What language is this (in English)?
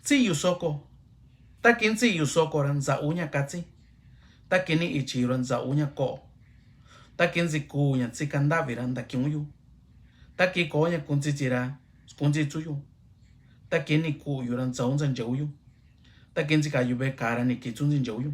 Mixtepec Mixtec